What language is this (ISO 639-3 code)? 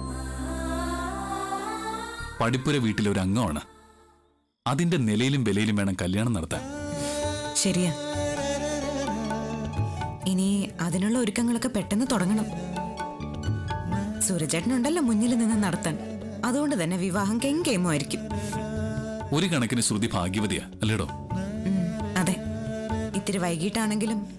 mal